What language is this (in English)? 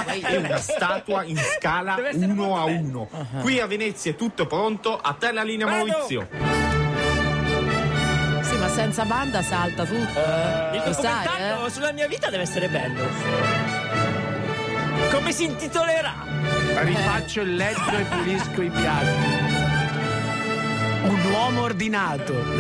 Italian